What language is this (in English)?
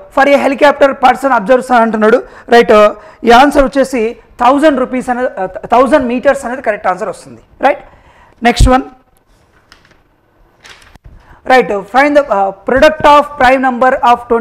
Telugu